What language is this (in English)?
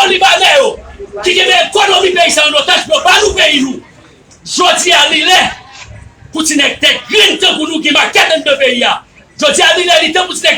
Haitian Creole